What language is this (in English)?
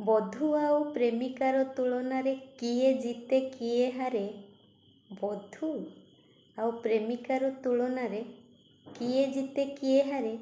Odia